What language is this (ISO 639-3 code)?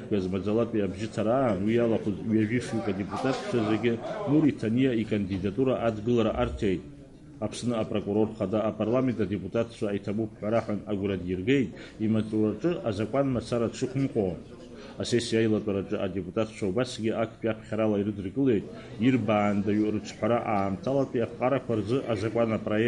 abk